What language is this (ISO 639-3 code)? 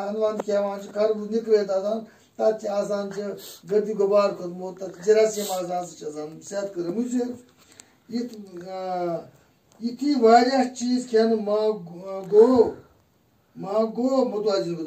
kas